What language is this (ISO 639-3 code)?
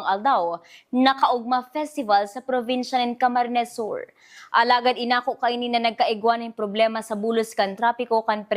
bik